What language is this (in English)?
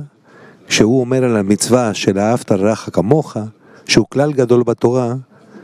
Hebrew